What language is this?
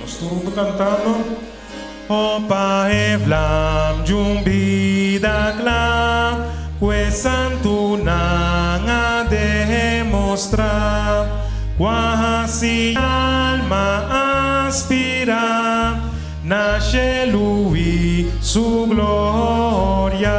Papiamento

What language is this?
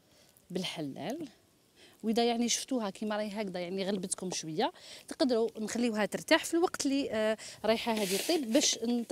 Algerian Arabic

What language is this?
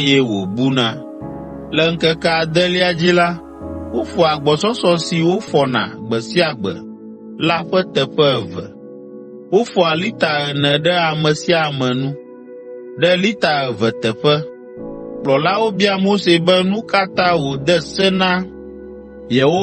Ewe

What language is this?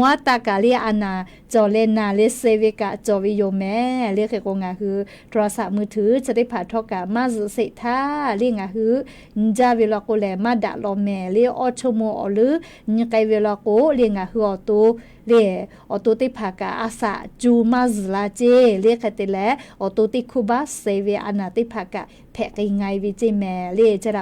Lahu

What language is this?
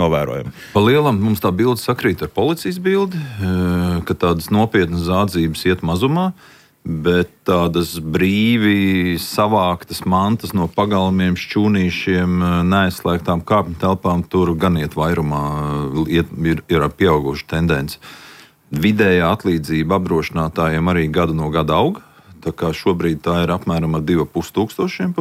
Latvian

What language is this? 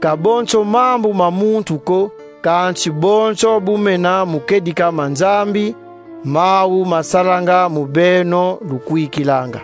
Kongo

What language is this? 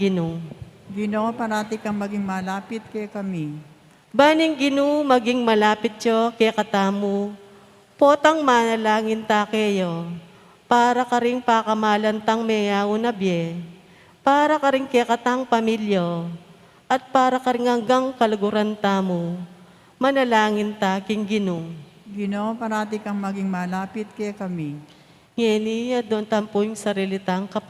Pampanga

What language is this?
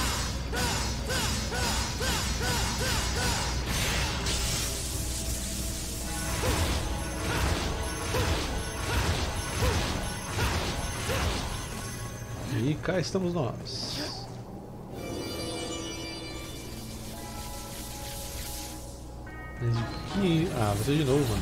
Portuguese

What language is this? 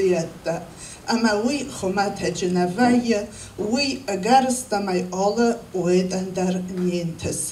Ossetic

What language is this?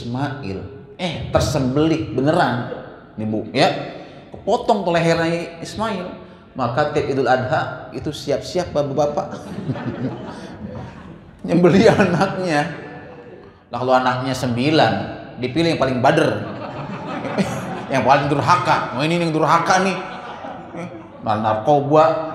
Indonesian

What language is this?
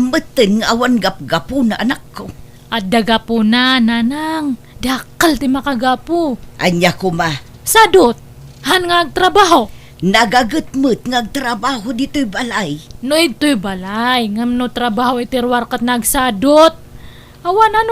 Iloko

